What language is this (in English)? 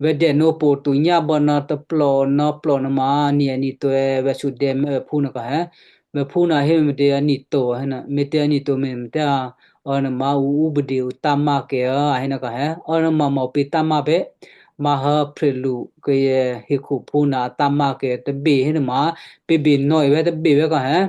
Western Kayah